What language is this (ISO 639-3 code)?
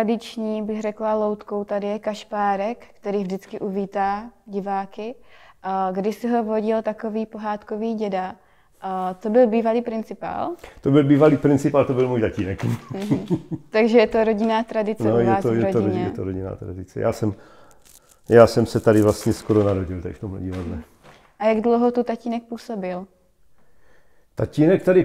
ces